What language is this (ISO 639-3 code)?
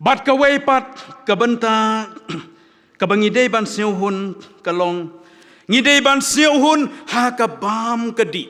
kha